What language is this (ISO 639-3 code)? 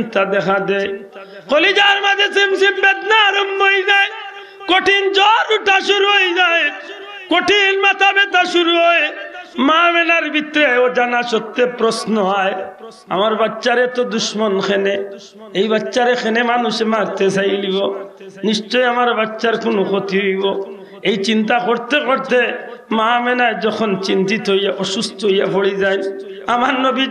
syl